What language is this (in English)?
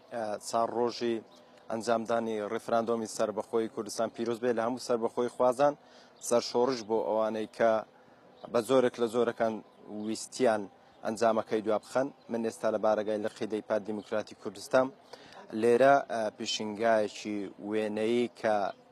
Central Kurdish